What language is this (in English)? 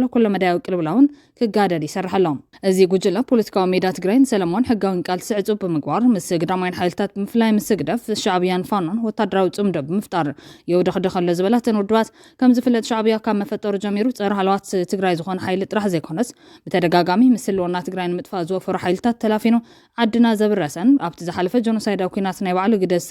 Tigrinya